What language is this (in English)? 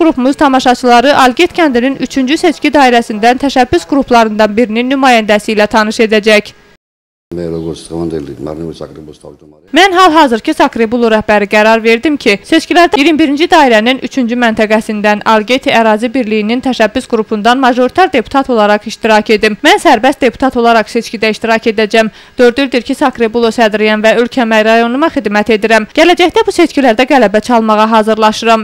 Azerbaijani